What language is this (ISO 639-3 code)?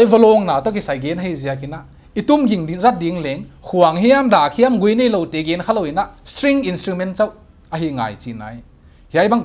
pck